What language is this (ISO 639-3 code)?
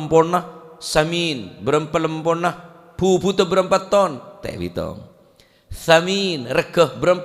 mad